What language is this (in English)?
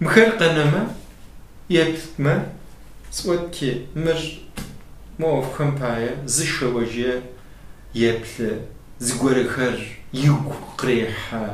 Kabardian